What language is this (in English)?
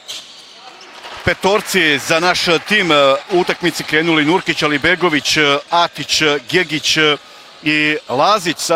Bosnian